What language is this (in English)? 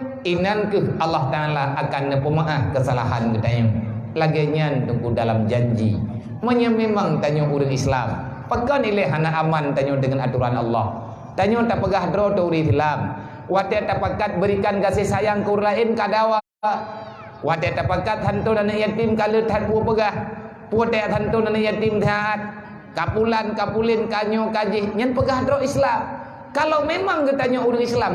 Achinese